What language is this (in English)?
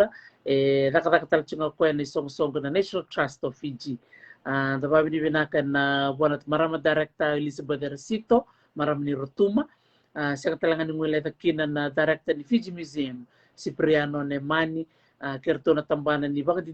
Fijian